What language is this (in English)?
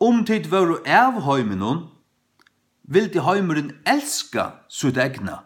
Faroese